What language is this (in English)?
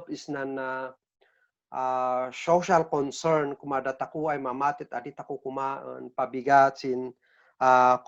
Kankanaey